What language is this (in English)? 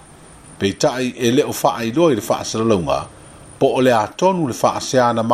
Samoan